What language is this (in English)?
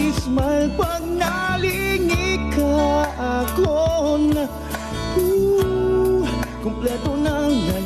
Waray